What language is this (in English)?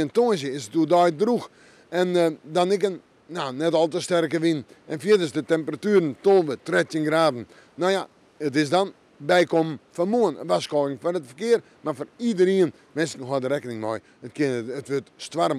Western Frisian